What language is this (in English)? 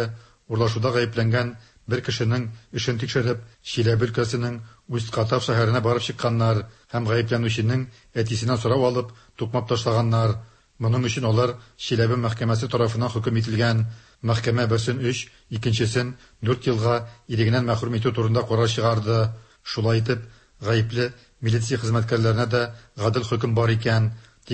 Tatar